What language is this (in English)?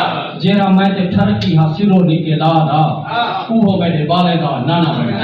Saraiki